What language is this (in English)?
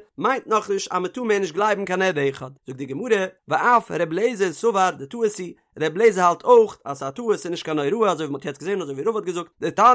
Yiddish